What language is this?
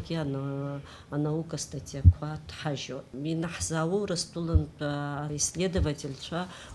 Abkhazian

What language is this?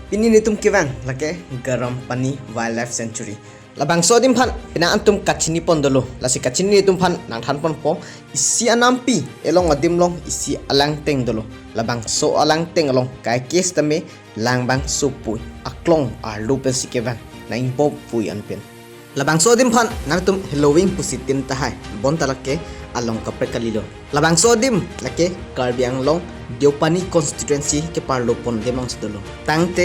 Karbi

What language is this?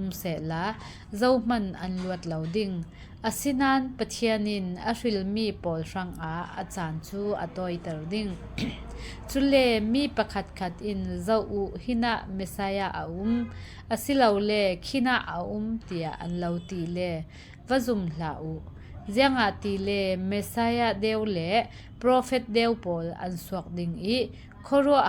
Falam Chin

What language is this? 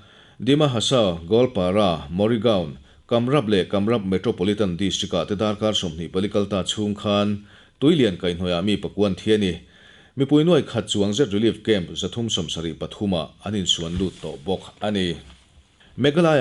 Mizo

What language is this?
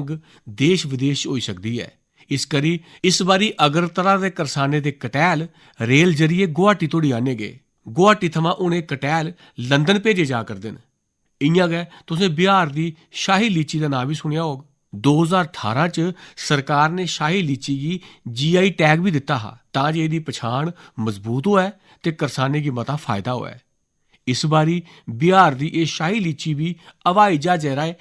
Dogri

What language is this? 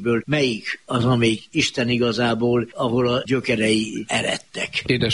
Hungarian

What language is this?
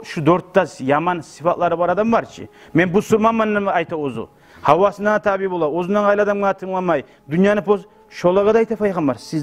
Kumyk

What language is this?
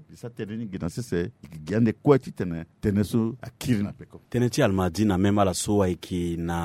Sango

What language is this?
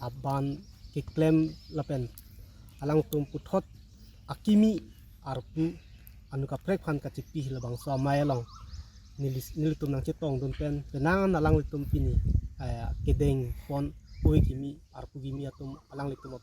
Karbi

